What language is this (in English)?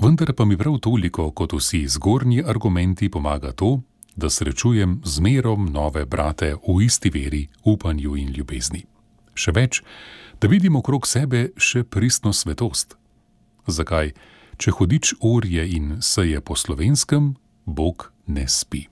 Slovenian